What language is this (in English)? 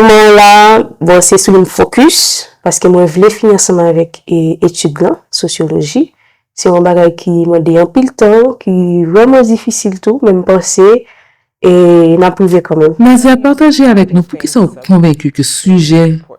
Haitian Creole